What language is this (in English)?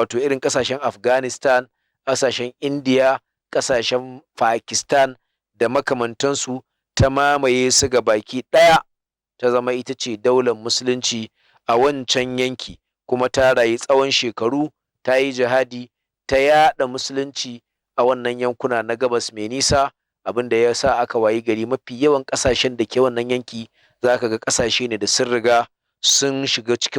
Hausa